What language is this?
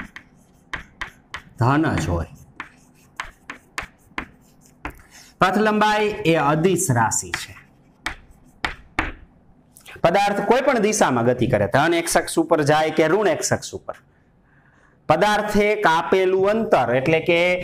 Gujarati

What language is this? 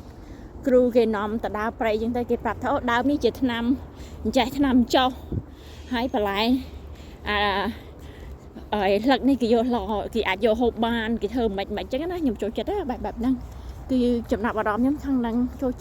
Khmer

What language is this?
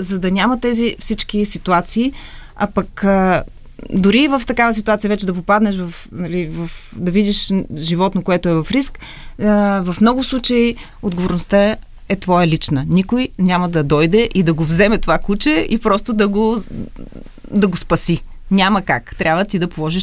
Bulgarian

